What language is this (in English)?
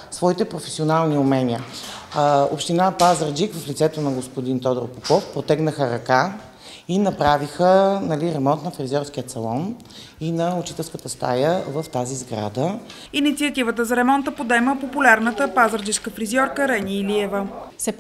Bulgarian